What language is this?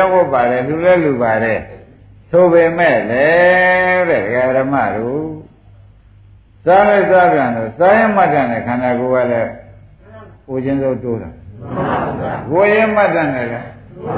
Burmese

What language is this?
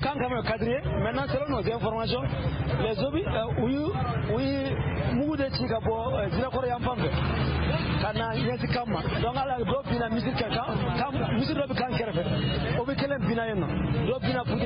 Bambara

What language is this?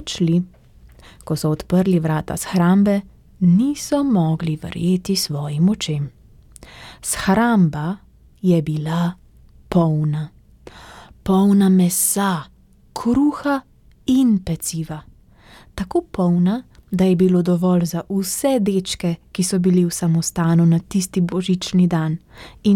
Slovenian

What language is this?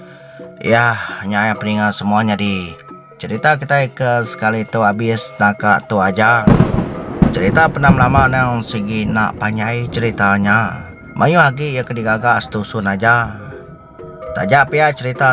Iban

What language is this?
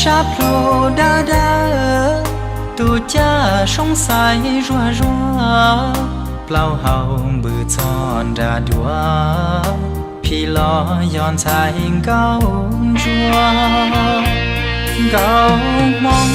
Hmong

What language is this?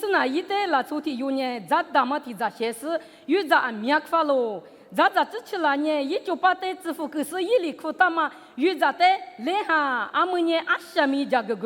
Lisu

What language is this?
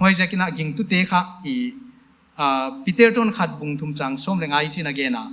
Paite Chin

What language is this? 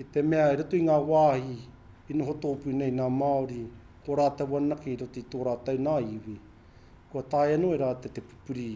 Māori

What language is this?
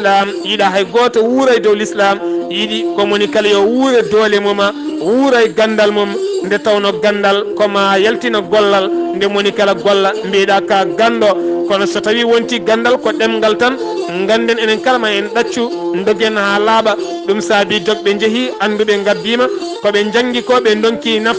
Fula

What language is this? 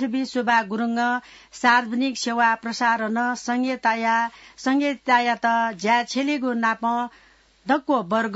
Newari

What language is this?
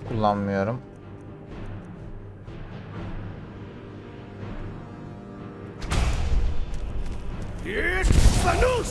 Turkish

